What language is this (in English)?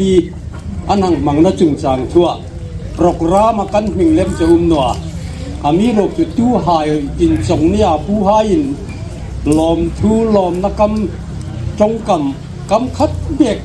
Hmar